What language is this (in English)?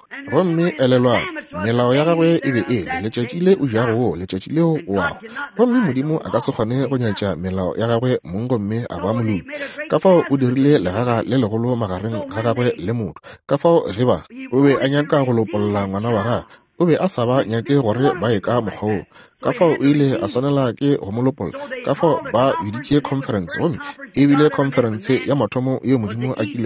Northern Sotho